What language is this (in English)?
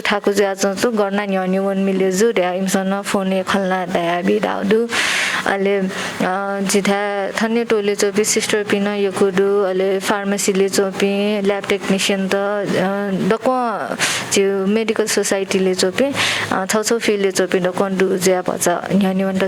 Newari